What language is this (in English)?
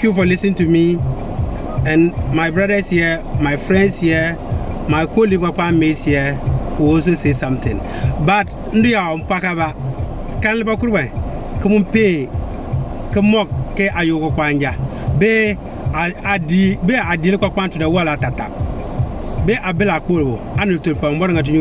Konkomba